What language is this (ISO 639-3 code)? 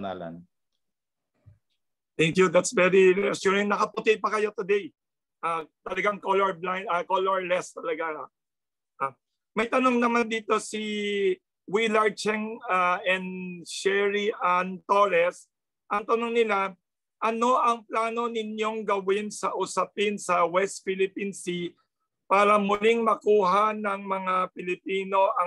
fil